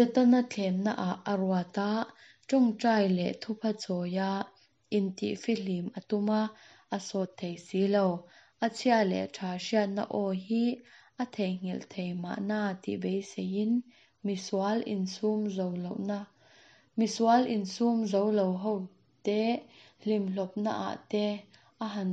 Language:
Mizo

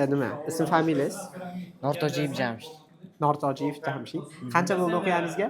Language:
Uzbek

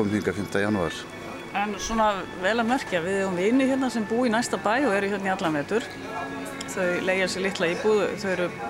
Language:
Icelandic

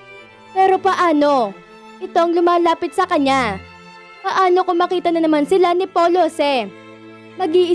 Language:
Filipino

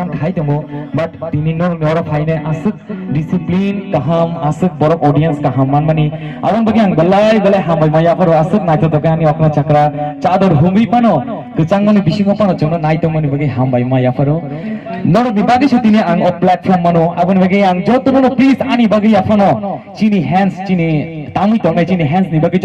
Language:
Kok Borok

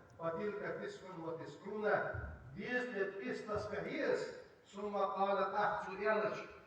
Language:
Ingush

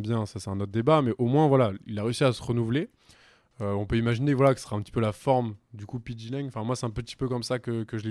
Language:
French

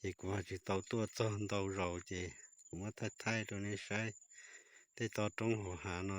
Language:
Hmong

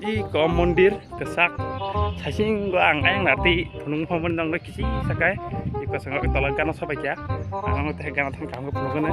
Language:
Kok Borok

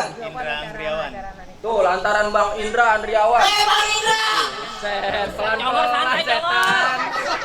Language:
Betawi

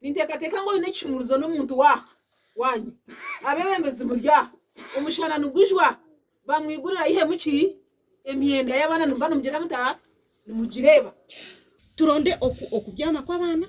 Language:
Nyankole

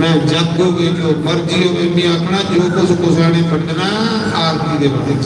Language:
Dogri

